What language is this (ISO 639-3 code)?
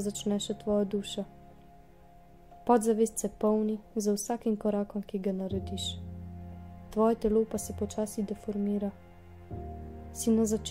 slv